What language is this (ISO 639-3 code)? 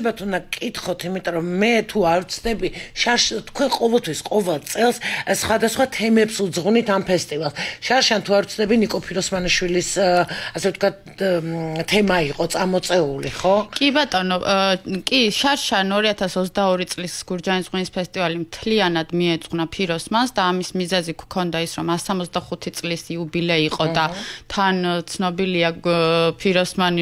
kat